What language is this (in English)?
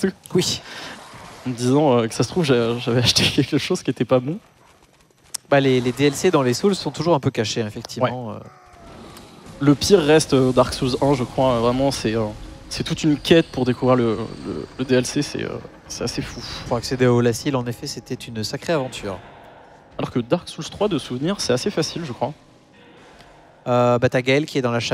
French